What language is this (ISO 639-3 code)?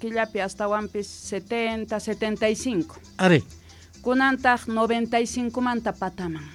que